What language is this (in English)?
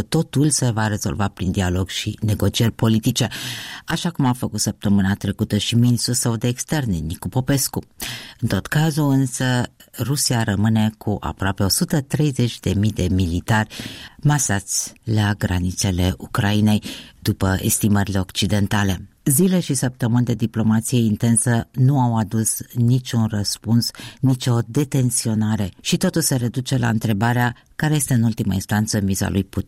Romanian